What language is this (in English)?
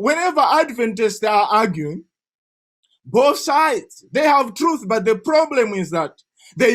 English